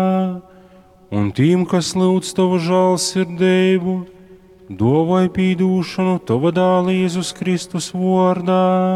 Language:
Latgalian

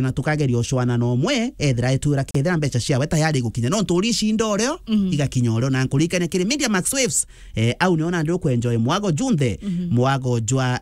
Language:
Meru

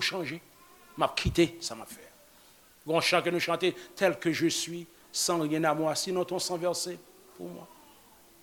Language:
Haitian Creole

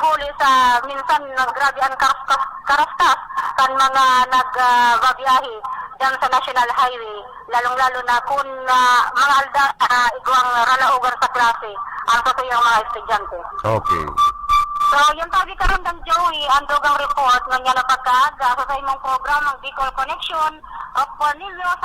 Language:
Bikol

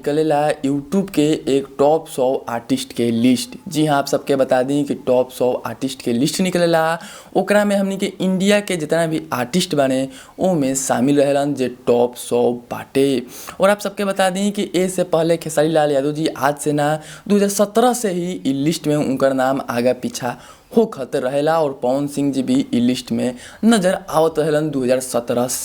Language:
Bhojpuri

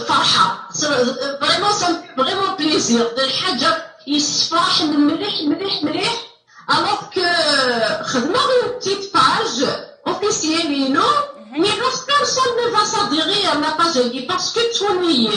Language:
Kabyle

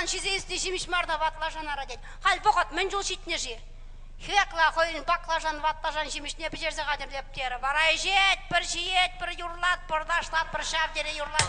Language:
Chuvash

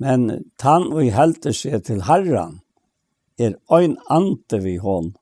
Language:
Faroese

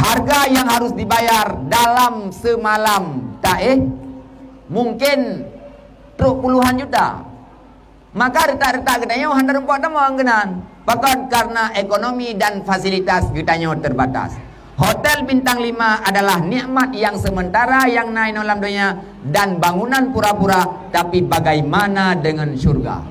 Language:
Achinese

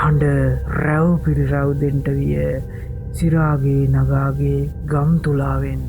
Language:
Sinhala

